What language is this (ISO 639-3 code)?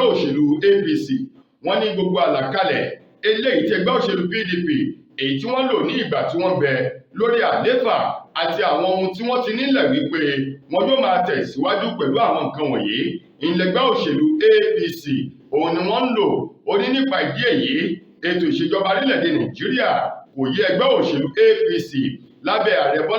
yor